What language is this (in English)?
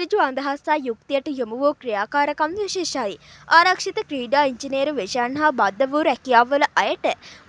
Sinhala